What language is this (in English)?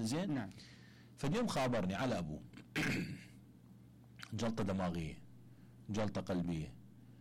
Mesopotamian Arabic